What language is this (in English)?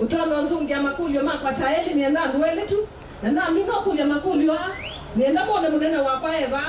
Kamba